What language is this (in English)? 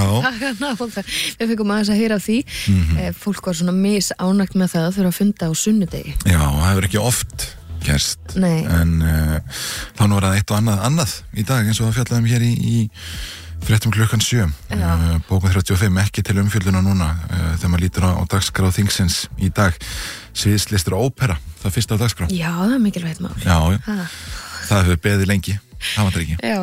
Icelandic